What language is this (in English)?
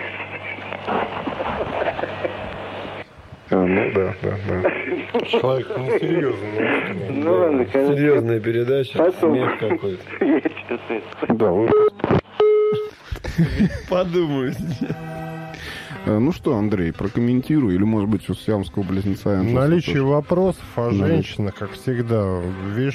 Russian